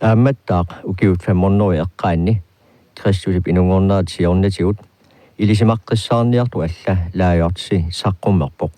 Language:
Kalaallisut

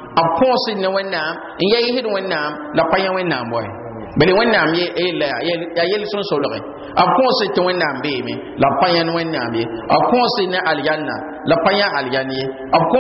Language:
Mossi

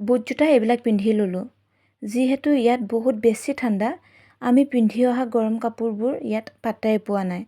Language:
Assamese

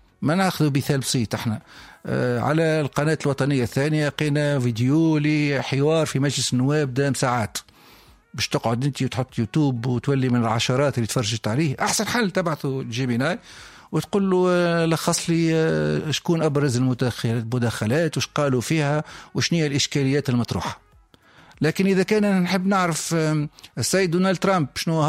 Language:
Tunisian Arabic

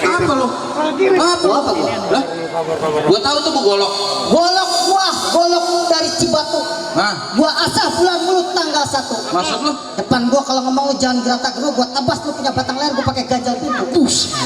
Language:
Betawi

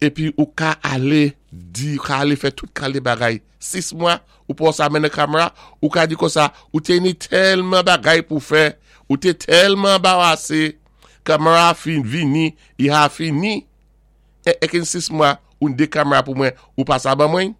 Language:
Saint Lucian Creole French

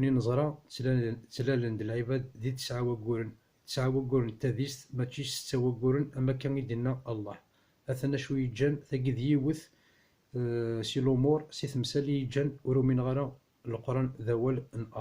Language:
Kabyle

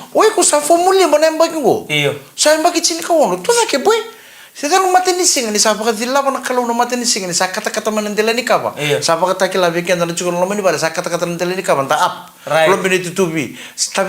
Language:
Fijian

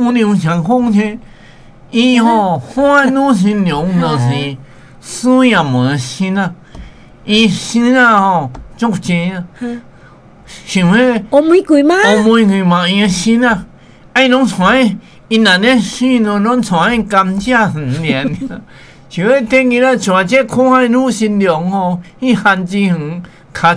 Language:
Min Nan Chinese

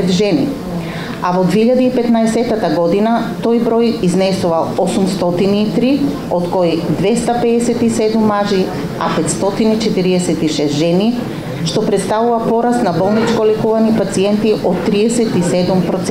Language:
Macedonian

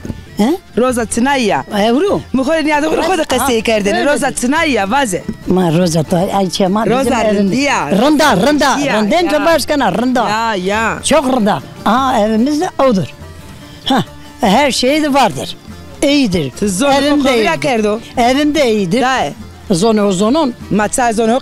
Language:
Zaza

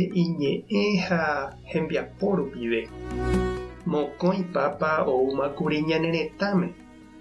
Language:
Guarani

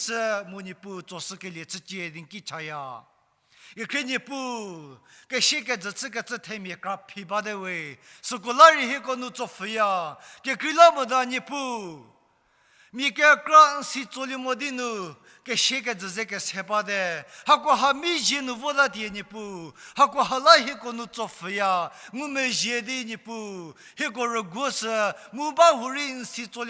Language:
Angami Naga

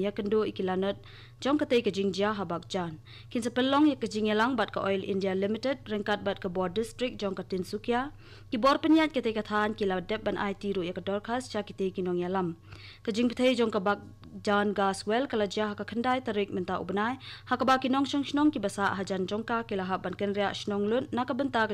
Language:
Khasi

